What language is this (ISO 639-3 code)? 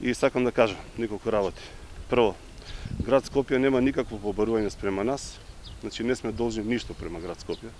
mkd